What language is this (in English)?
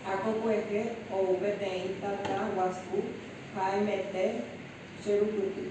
Guarani